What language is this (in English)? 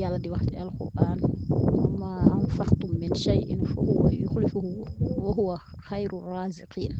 Wolof